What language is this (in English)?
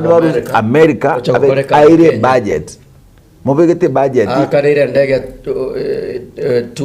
Gusii